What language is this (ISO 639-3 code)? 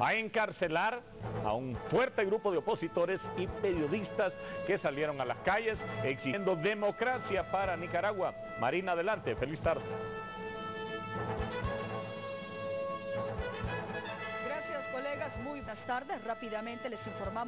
spa